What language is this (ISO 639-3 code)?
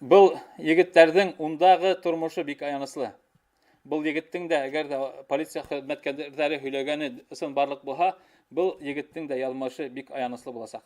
bak